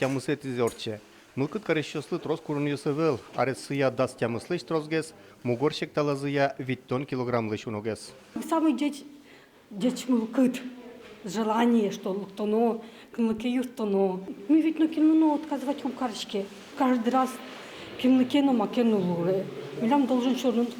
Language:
Udmurt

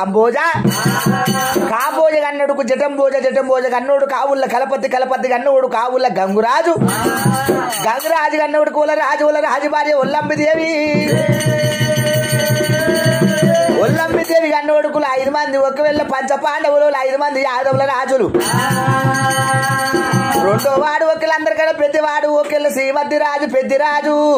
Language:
Telugu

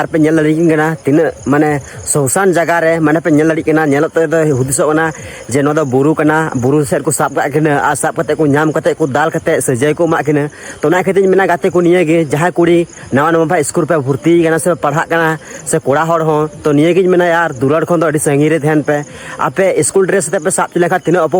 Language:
Santali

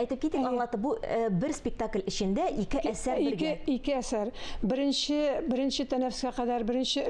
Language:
Tatar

